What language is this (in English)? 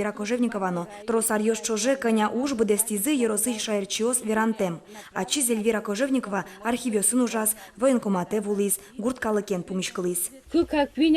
Udmurt